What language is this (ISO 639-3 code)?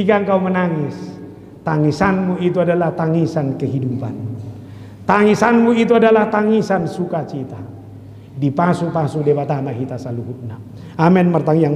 bbc